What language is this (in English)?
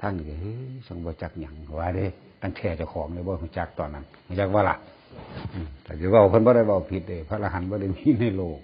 Northeastern Thai